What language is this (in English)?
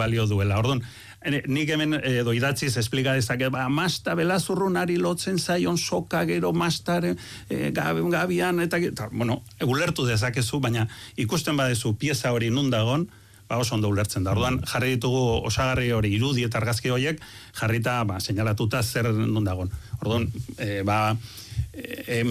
Basque